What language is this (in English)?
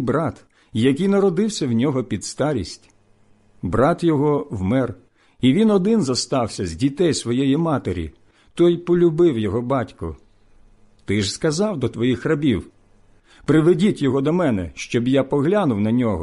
Ukrainian